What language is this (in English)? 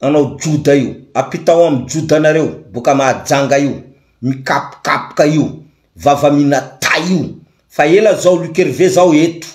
Malagasy